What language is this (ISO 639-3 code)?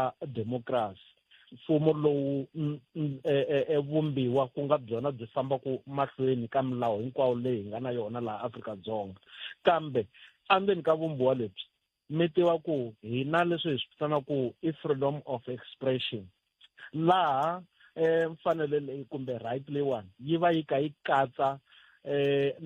tso